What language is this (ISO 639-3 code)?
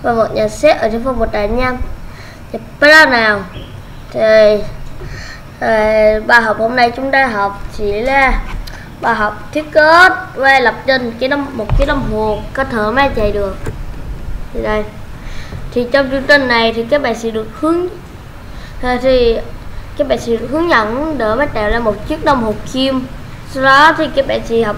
vie